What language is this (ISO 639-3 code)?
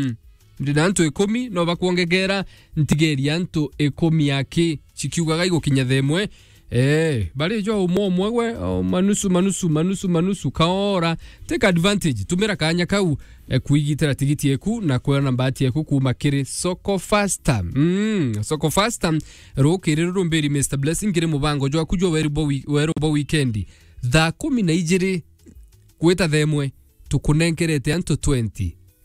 mer